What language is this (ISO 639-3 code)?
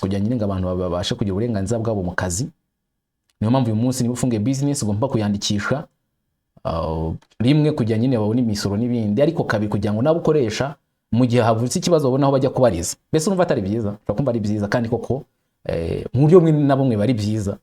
kin